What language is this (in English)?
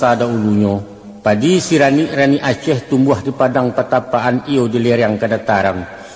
Minangkabau